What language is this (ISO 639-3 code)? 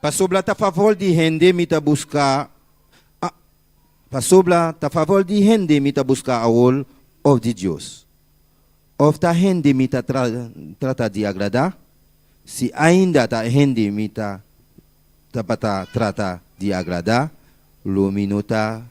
pap